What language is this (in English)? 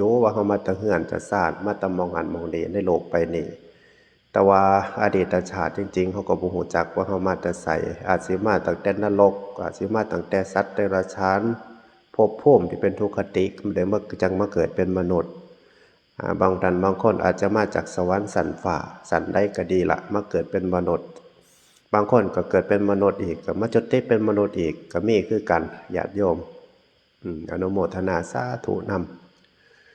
Northeastern Thai